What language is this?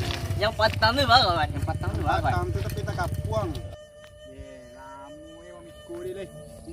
Minangkabau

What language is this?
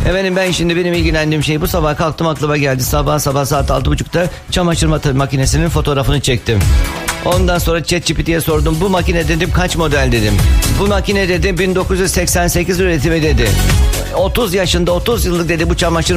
Turkish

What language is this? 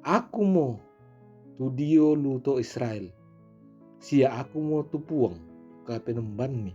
Toraja-Sa'dan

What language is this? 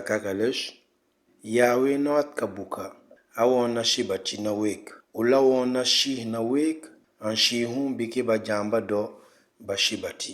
Mankanya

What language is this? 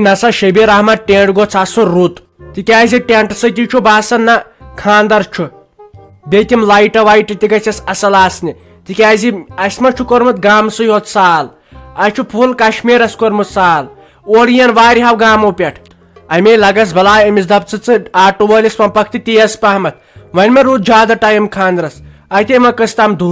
Kashmiri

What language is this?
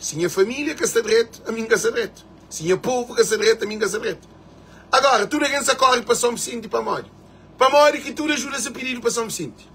Kabuverdianu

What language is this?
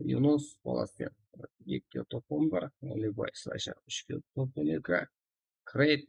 Kara-Kalpak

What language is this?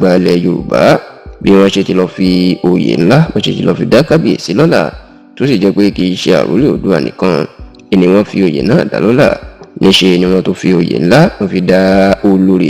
Yoruba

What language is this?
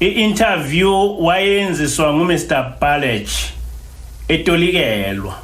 Zulu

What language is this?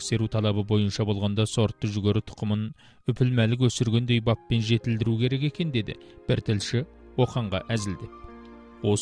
Kazakh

